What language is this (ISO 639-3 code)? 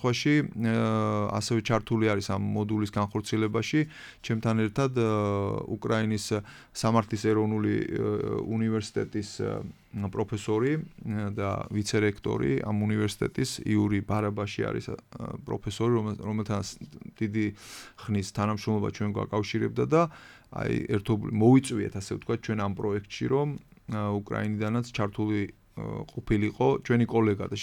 kat